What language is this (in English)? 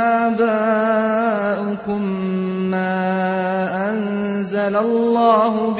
Azerbaijani